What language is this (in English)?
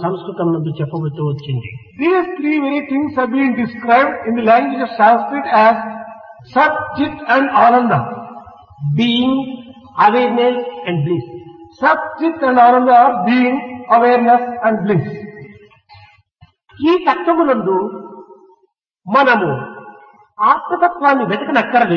Telugu